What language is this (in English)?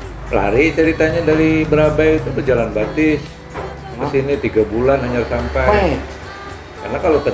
Banjar